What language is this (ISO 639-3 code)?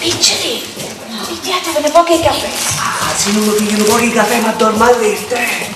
nap